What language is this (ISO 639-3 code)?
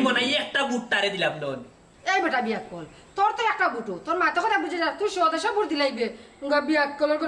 syl